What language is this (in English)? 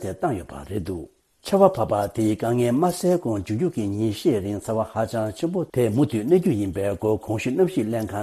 Tibetan